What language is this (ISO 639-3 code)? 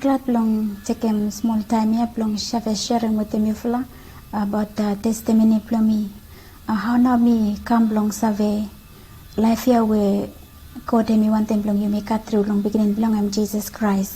bis